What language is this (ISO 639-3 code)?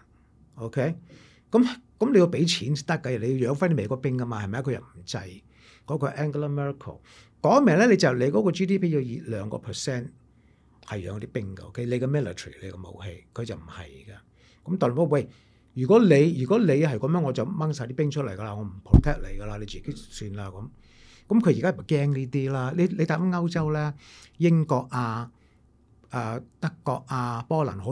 yue